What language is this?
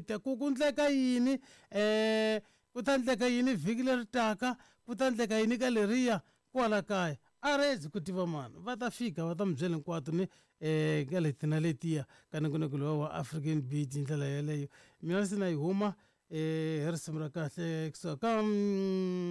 Tsonga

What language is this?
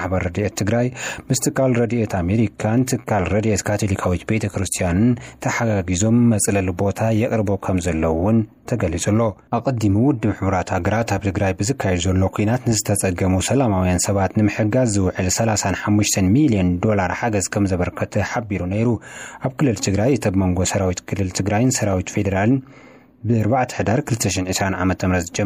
Tigrinya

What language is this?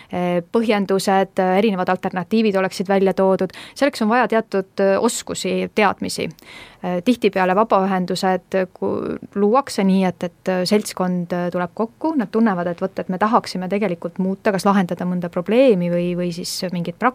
Estonian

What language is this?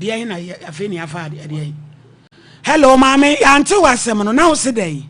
Akan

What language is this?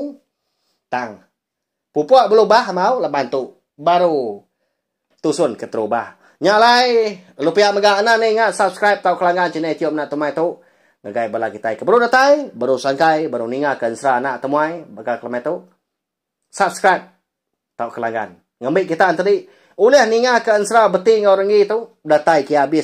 Iban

